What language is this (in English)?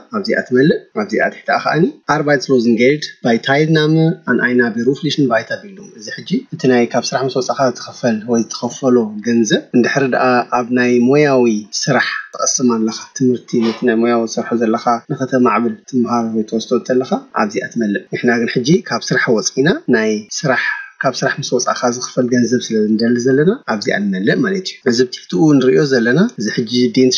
Tigrinya